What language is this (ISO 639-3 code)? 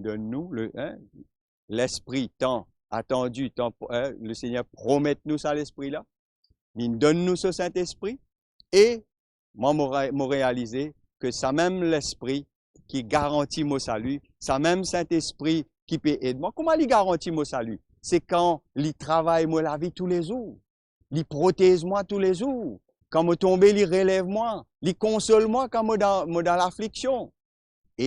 mfe